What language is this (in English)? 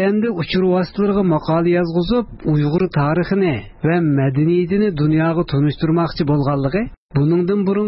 Uyghur